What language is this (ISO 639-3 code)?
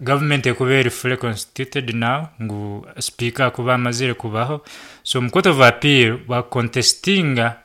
nyn